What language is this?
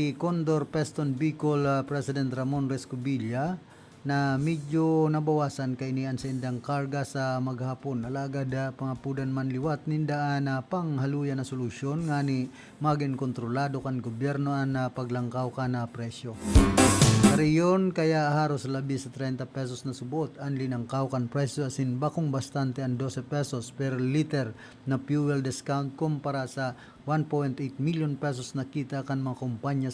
Bikol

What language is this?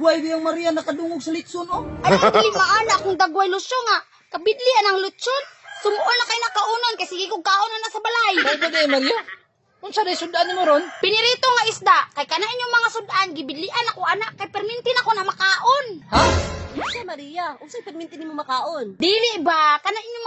Cebuano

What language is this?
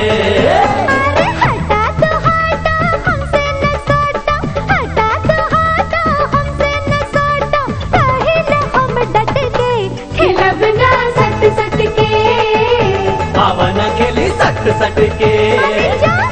Bhojpuri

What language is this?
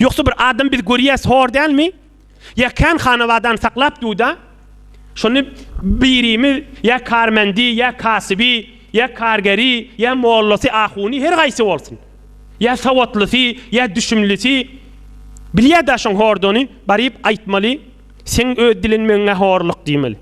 Turkmen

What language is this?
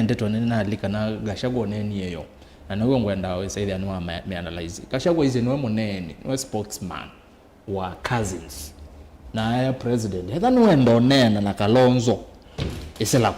Kamba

